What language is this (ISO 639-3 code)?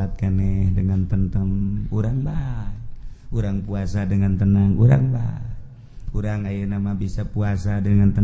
sun